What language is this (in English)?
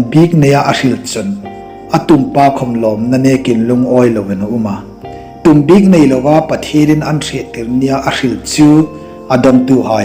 Hmar